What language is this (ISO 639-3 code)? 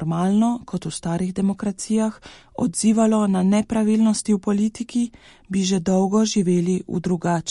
slv